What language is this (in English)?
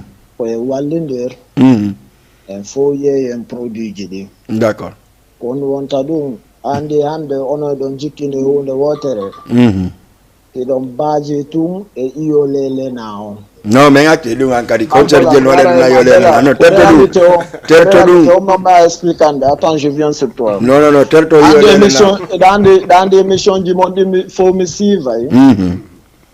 Fula